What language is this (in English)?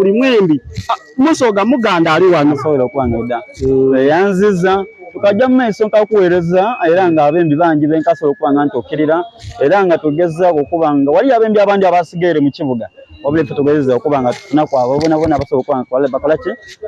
Soga